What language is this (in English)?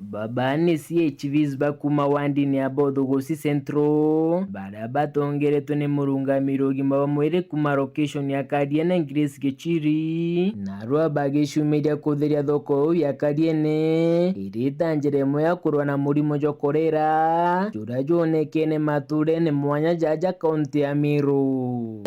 Meru